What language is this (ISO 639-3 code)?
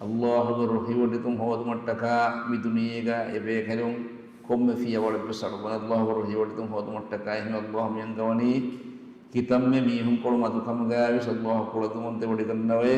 div